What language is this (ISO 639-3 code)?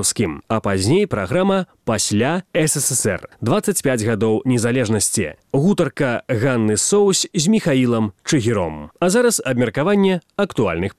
bel